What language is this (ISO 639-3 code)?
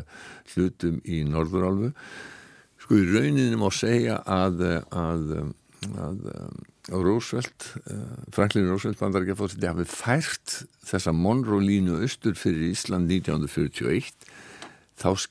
isl